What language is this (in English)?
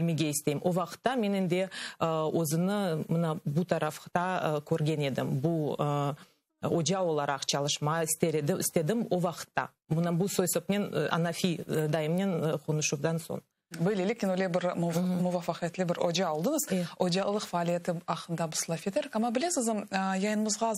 Crimean Tatar